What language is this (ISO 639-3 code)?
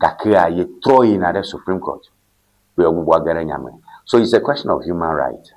ewe